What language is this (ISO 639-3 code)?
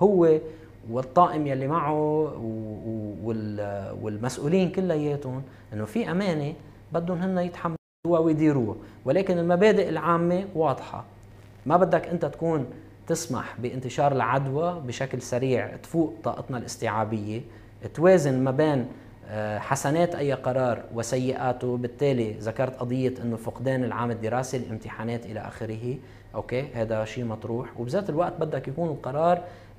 apc